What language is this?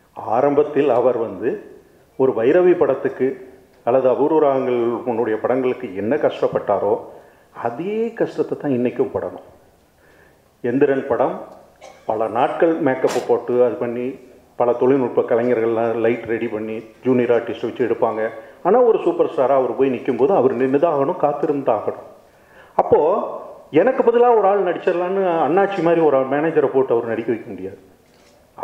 Tamil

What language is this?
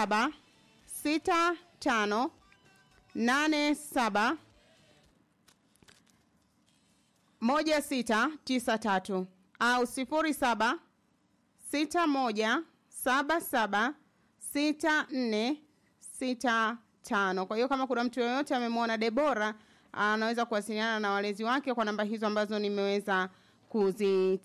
Swahili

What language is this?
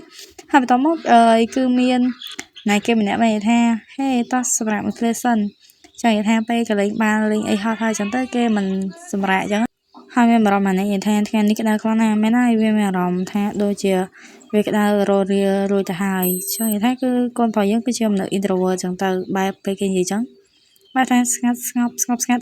Khmer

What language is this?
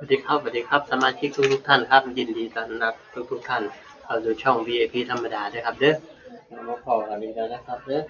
Northeastern Thai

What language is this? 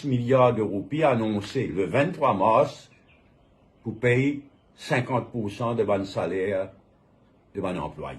Morisyen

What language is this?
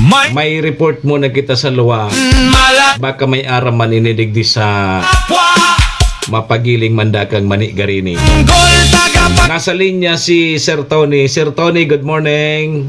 Bikol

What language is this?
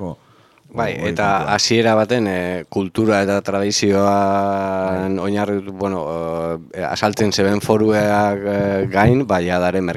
Basque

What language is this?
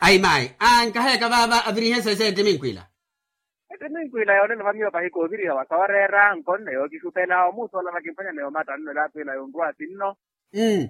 Makhuwa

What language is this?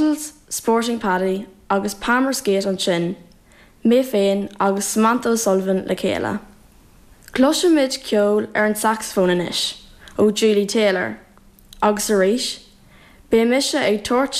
Irish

